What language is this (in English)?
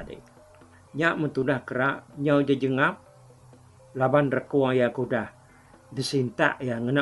Iban